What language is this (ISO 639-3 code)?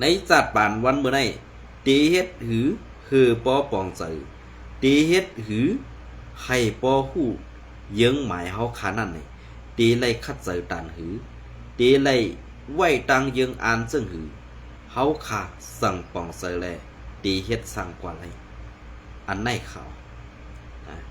shn